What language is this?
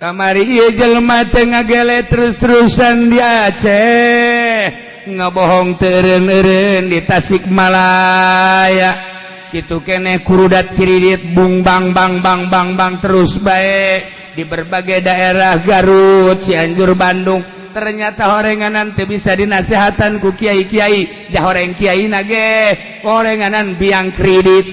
Sundanese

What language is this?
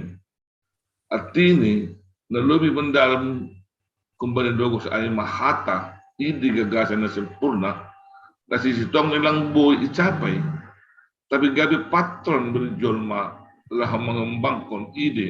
Batak Simalungun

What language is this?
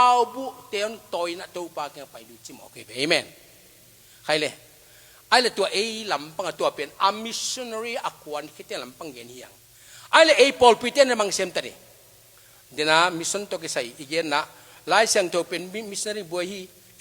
Tedim Chin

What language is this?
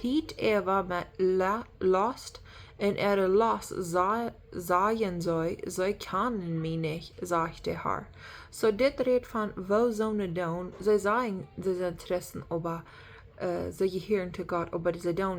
Plautdietsch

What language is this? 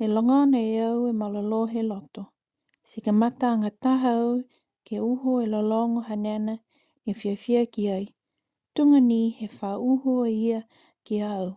Niuean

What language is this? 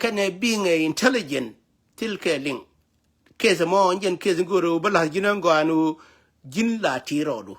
Nuer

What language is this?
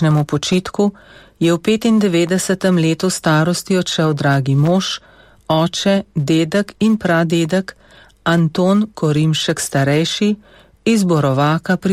Slovenian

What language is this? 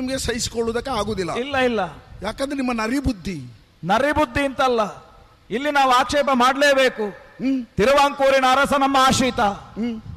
Kannada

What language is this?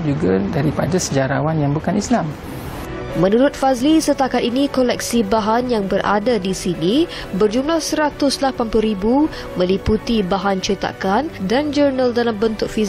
Malay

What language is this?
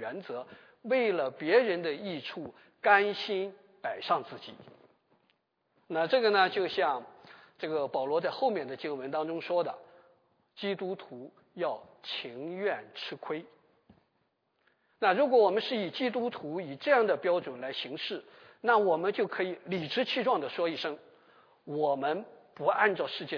Chinese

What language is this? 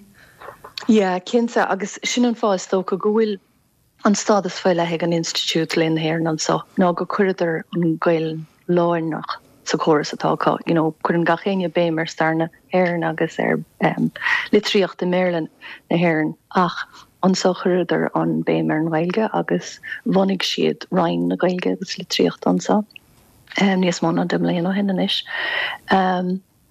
Irish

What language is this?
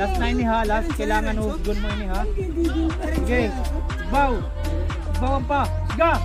Waray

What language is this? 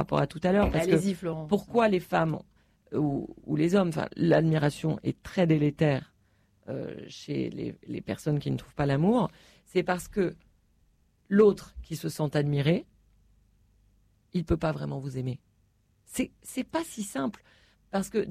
French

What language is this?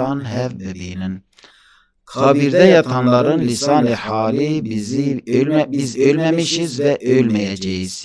Kurdish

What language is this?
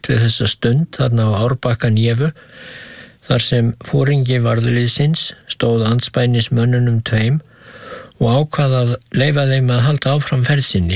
Icelandic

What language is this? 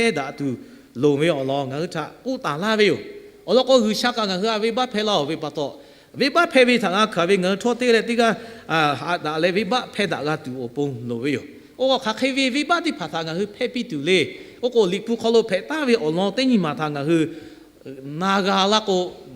Lahu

